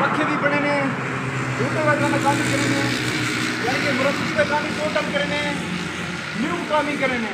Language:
Saraiki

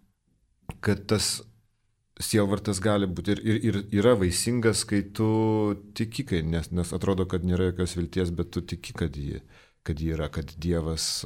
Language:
Lithuanian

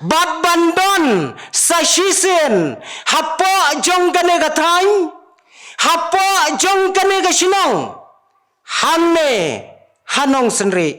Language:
Khasi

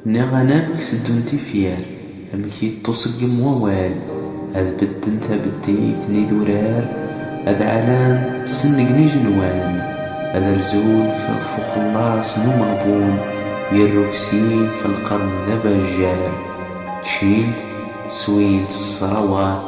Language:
Kabyle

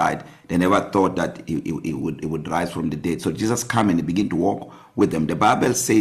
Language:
English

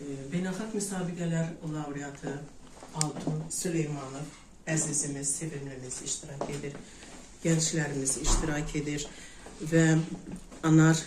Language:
Azerbaijani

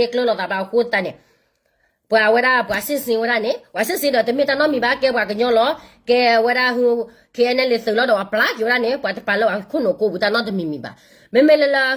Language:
S'gaw Karen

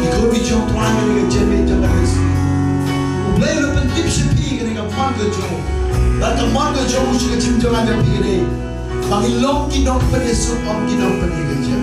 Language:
Khasi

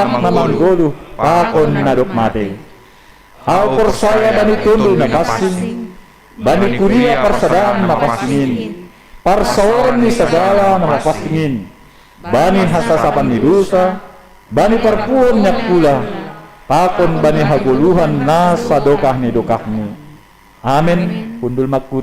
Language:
Batak Simalungun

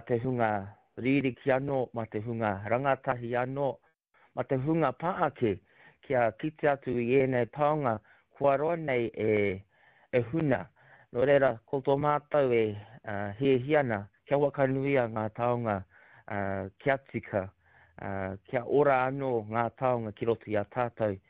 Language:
Māori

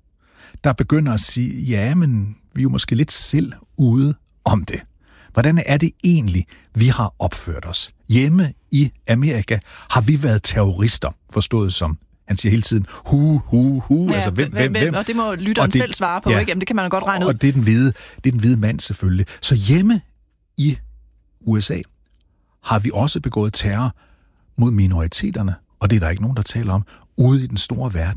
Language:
Danish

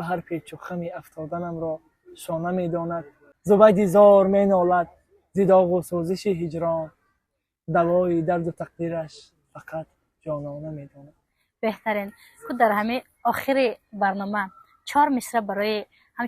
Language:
Tajik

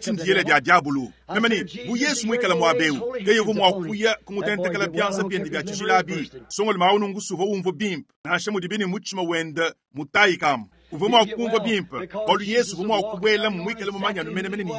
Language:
Luba-Lulua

